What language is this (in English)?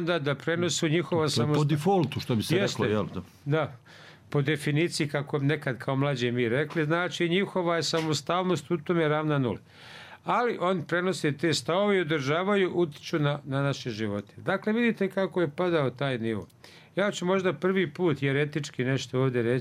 Bosnian